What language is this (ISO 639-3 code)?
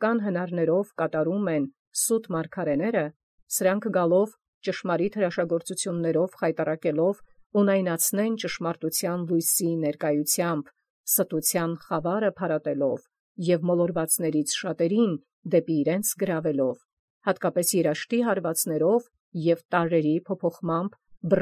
hye